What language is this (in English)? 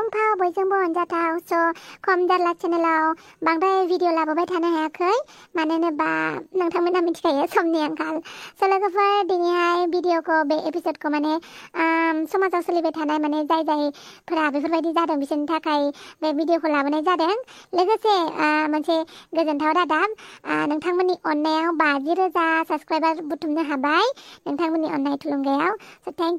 Bodo